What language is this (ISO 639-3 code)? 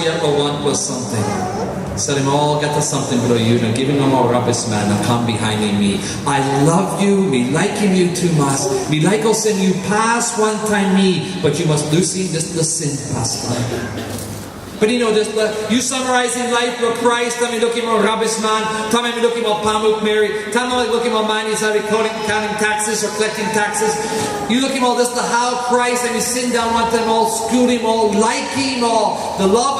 tpi